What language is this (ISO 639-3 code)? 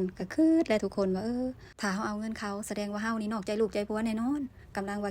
lao